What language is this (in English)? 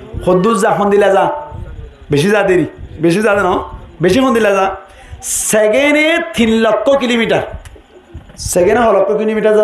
Rohingya